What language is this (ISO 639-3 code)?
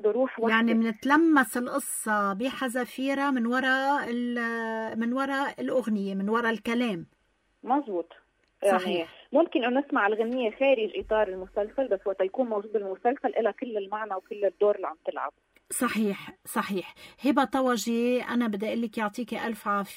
apc